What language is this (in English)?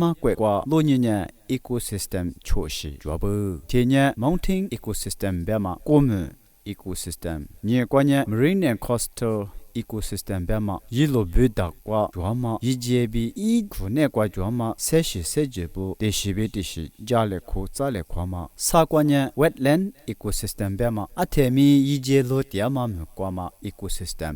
Lisu